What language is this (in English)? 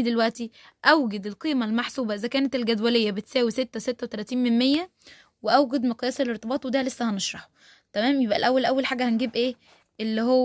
Egyptian Arabic